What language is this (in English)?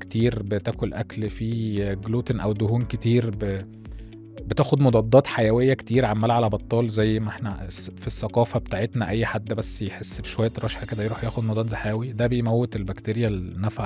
Egyptian Arabic